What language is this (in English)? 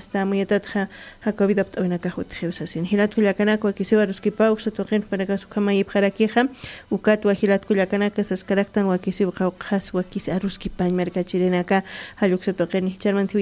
Aymara